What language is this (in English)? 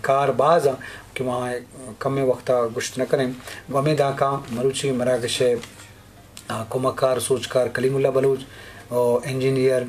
Eastern Balochi